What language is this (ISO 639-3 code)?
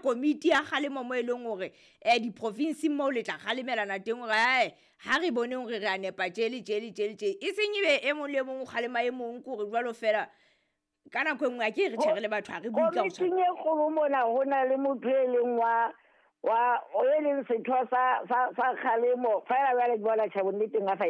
sot